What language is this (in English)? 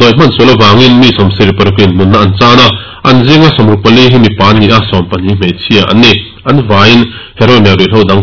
Mizo